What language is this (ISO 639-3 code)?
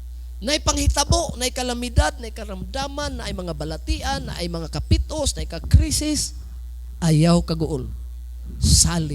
ceb